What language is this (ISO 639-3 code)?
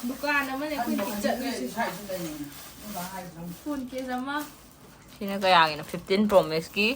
mni